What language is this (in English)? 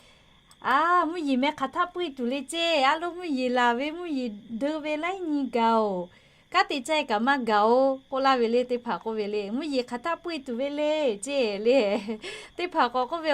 Lahu